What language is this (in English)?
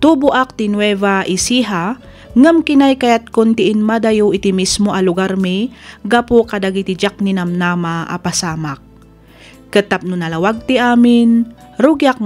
Iloko